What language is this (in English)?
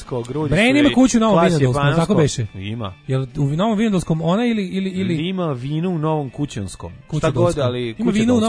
Serbian